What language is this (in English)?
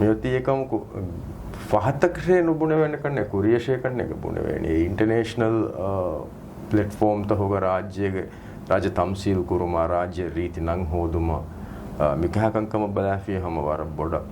Divehi